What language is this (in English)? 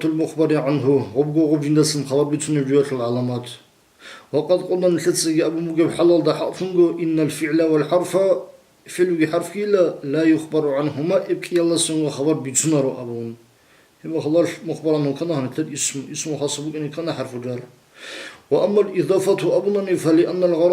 Avaric